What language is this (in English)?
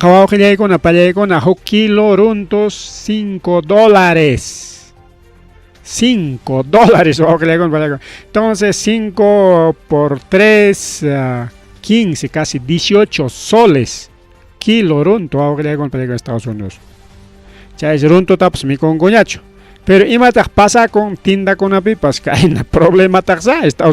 Ayacucho Quechua